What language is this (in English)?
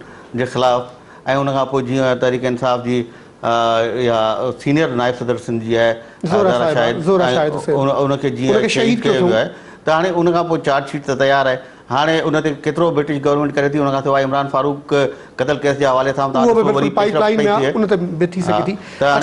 Sindhi